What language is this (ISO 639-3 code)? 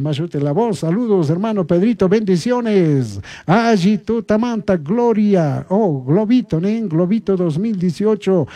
qug